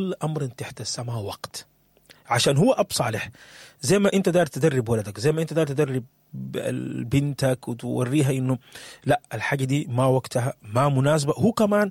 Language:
Sudanese Arabic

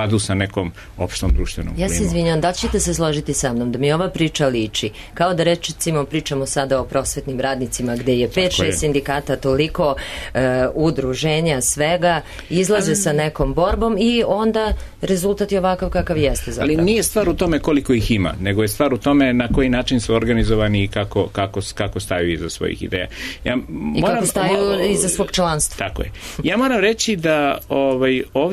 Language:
Serbian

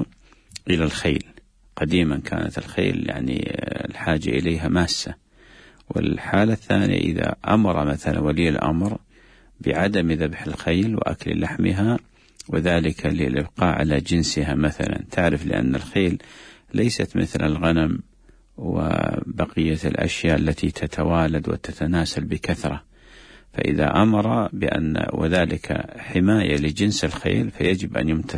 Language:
Arabic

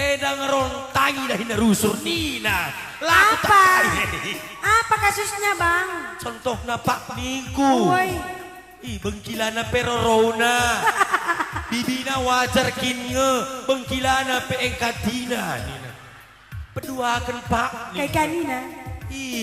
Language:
Batak Karo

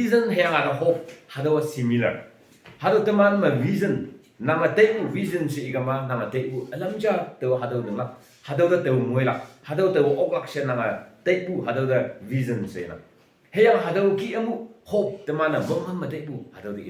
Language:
Konyak Naga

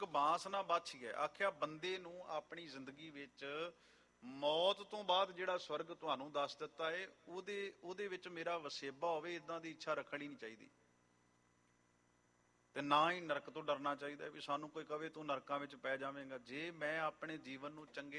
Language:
Punjabi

